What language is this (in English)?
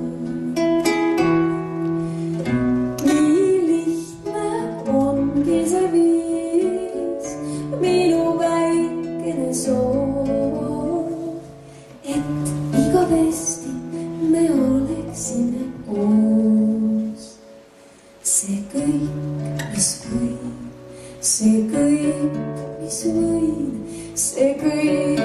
Estonian